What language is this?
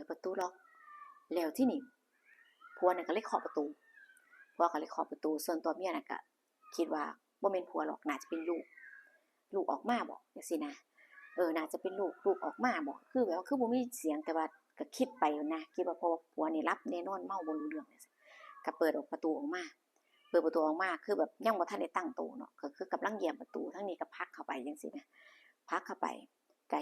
Northeastern Thai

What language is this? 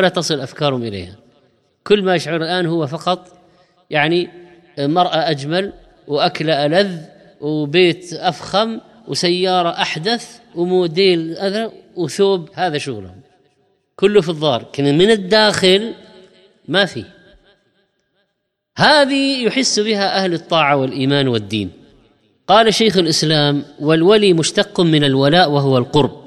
Arabic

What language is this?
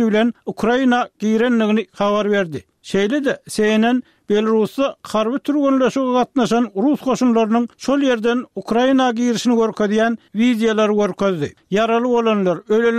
Turkmen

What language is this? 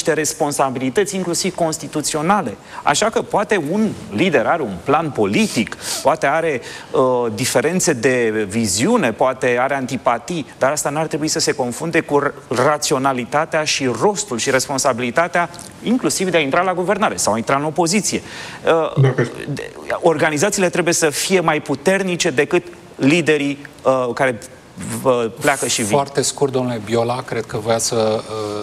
Romanian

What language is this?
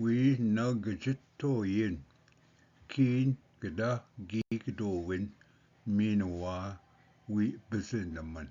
Ojibwa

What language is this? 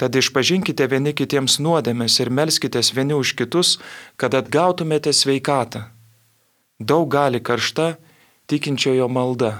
Lithuanian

